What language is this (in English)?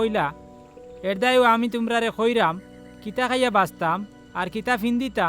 Sylheti